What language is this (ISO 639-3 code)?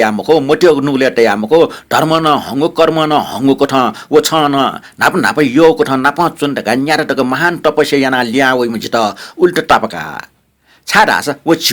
new